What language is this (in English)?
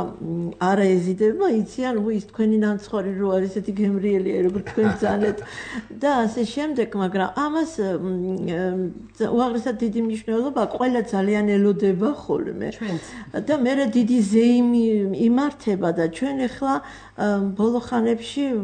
Georgian